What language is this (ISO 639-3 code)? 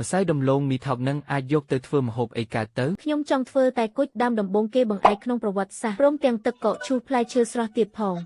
khm